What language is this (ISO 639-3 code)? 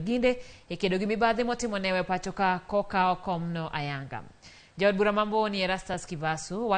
luo